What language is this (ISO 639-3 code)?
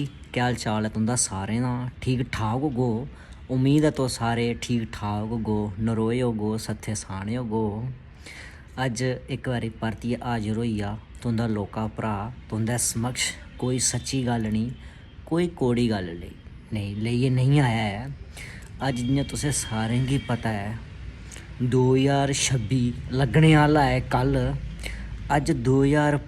doi